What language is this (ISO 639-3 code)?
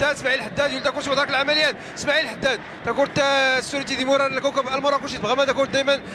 ary